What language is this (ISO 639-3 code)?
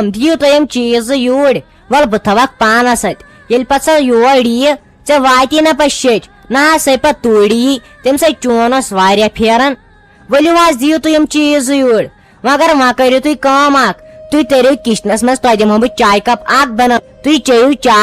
kas